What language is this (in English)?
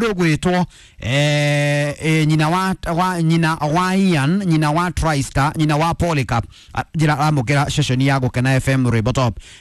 Kikuyu